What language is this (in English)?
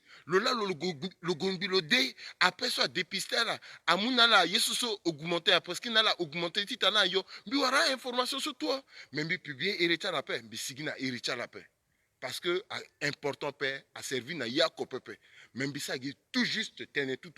Sango